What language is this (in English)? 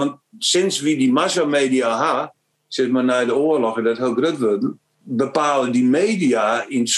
Western Frisian